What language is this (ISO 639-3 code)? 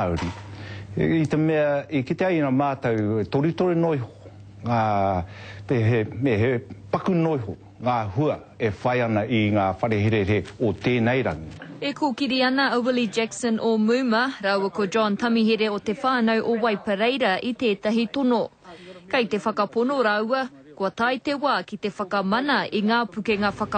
mri